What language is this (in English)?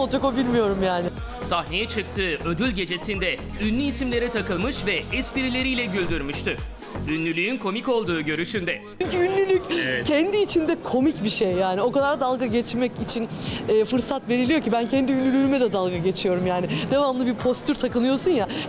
Turkish